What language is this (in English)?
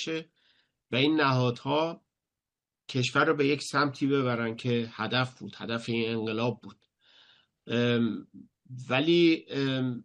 Persian